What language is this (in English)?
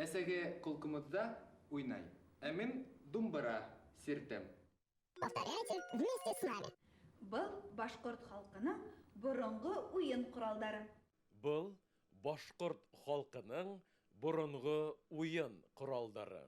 Bashkir